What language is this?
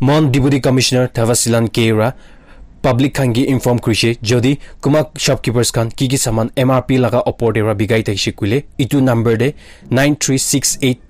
Naga Pidgin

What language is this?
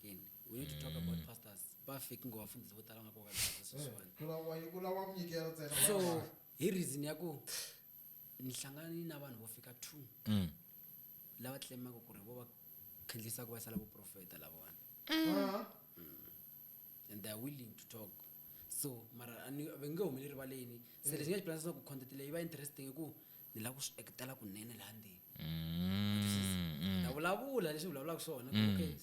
Tsonga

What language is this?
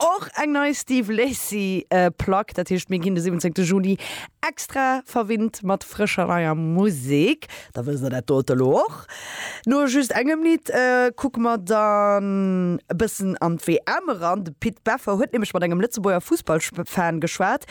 Luxembourgish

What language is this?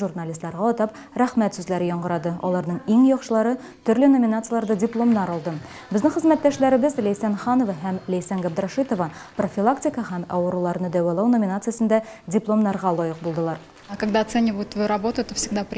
Tatar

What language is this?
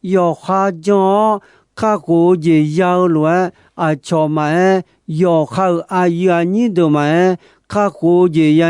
Akha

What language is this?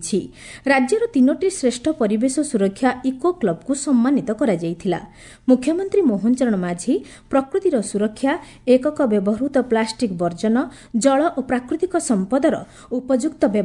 Odia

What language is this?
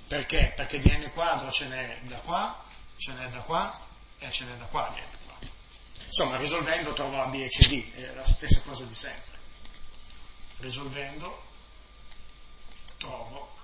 Italian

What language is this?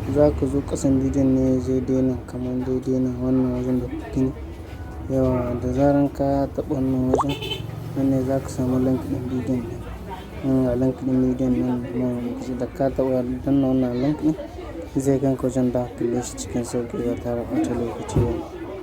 Hausa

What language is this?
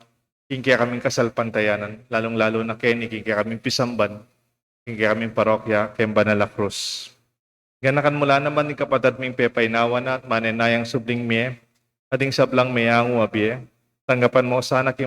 Pampanga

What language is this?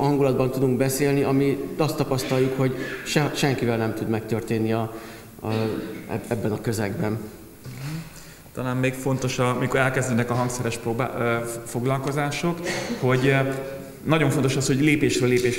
Hungarian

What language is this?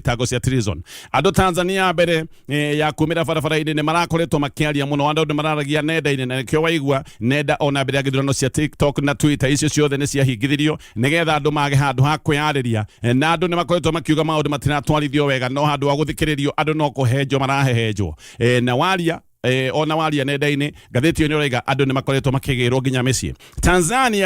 Kikuyu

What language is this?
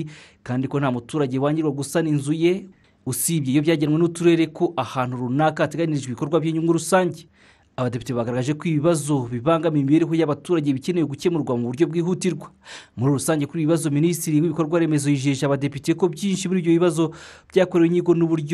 Kinyarwanda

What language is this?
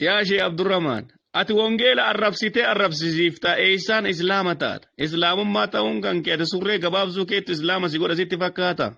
Oromo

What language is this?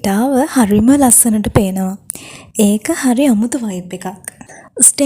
Sinhala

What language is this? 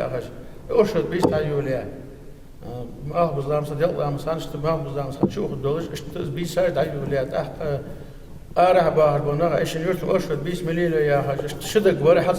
Ingush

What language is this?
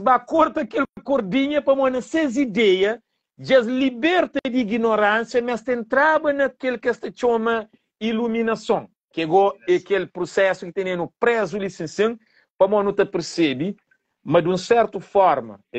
Kabuverdianu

